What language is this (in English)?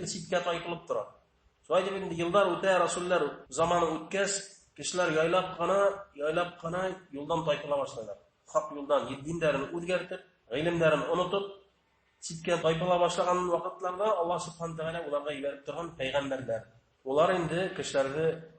Bashkir